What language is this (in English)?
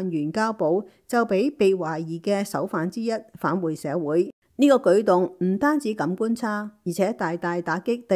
Cantonese